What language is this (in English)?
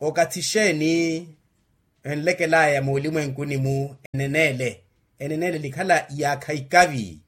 Makhuwa